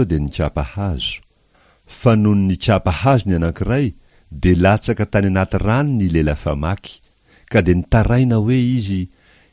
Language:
Malagasy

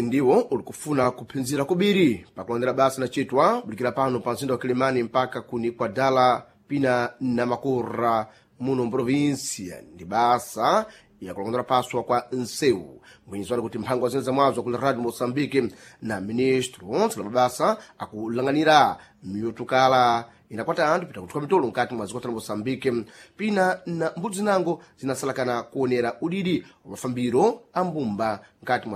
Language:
Sena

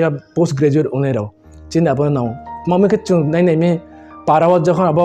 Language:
Riang (India)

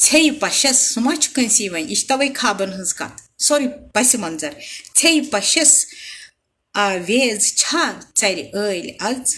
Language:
Kashmiri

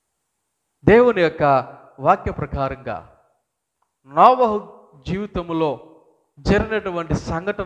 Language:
Telugu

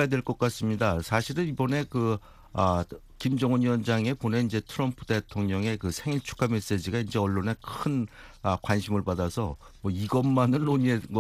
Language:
Korean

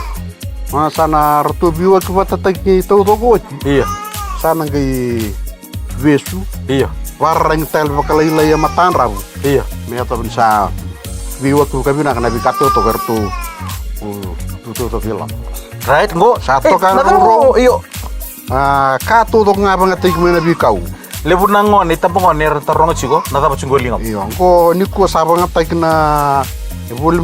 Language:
Fijian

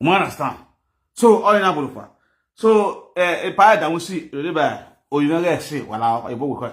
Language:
Nigerian Pidgin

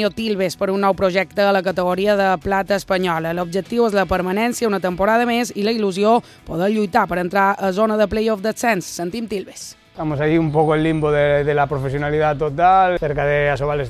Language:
Catalan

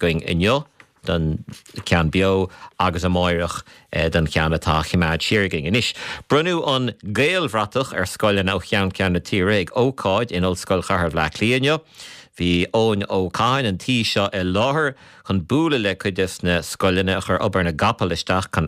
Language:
Irish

